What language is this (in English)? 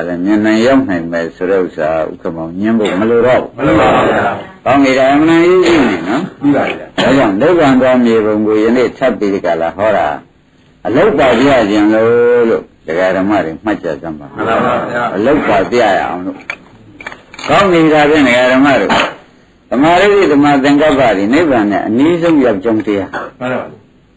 Burmese